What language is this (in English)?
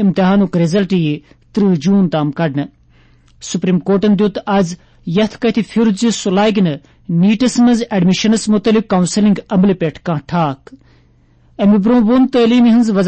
Kashmiri